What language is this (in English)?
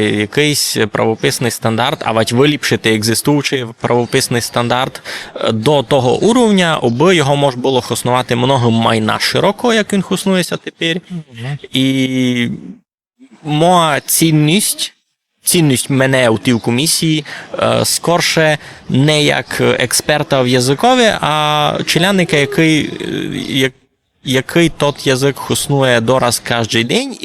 Rusyn